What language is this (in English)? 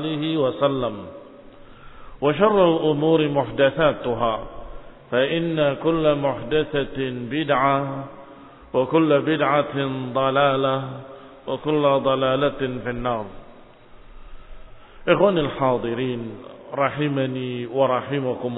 Indonesian